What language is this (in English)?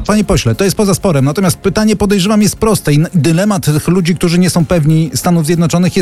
Polish